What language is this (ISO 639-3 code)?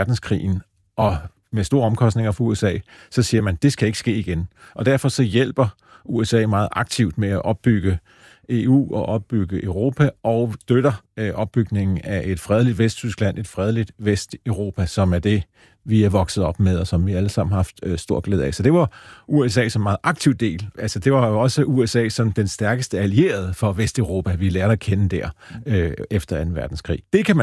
dan